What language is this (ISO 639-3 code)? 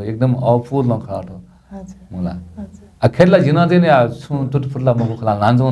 new